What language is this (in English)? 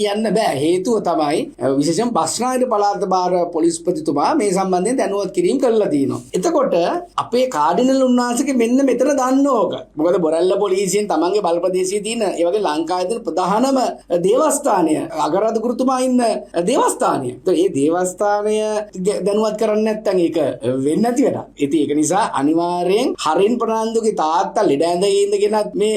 Sinhala